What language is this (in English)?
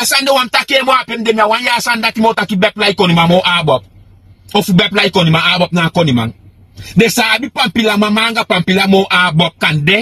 Sranan Tongo